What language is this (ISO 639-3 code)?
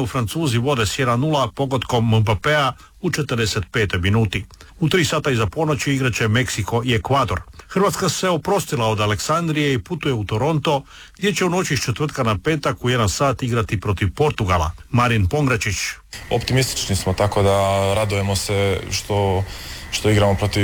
hrv